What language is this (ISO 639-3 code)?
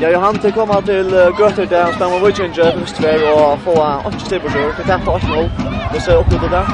fao